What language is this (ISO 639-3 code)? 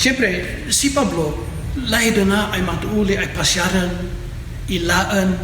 kne